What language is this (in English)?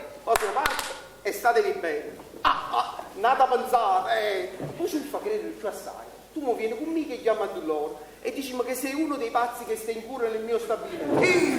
Neapolitan